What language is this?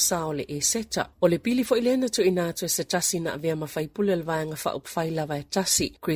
Samoan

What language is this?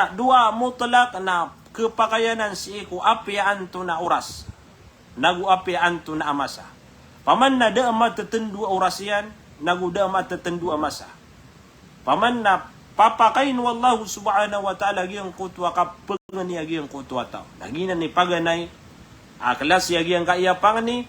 Maranao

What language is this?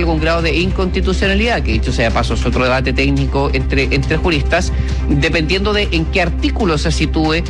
Spanish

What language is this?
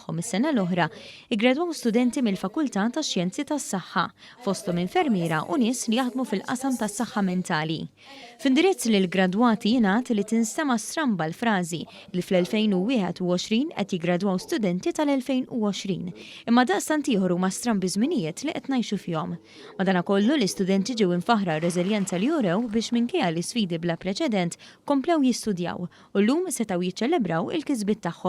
Maltese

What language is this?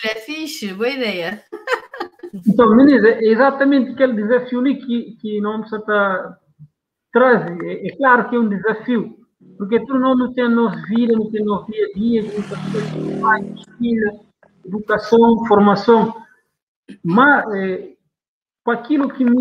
Kabuverdianu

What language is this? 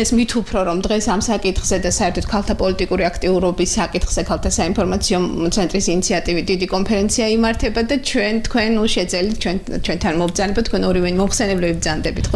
Georgian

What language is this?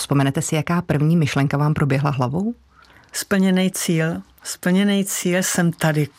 Czech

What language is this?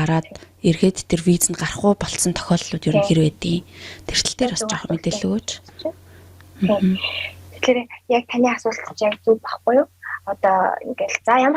Mongolian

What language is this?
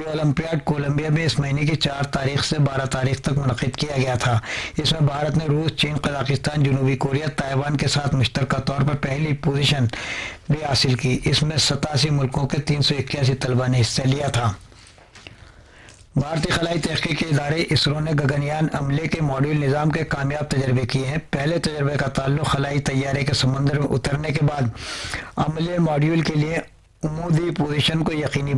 Urdu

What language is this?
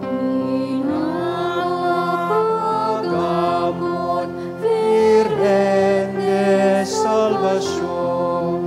Bikol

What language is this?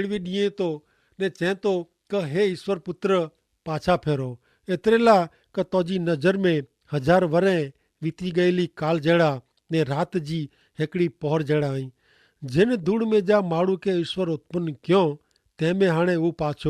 Kachhi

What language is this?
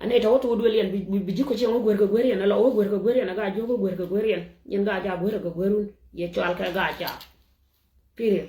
Nuer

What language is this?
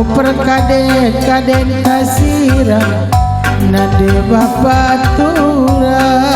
Batak Karo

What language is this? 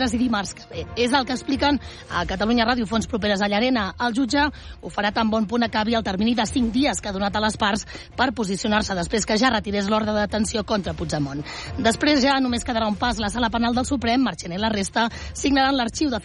Catalan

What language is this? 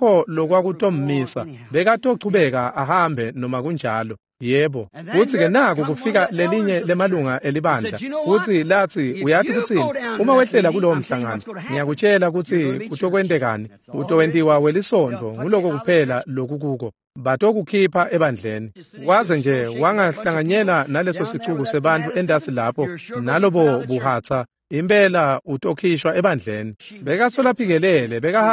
Swati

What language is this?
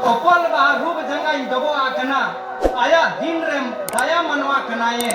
Santali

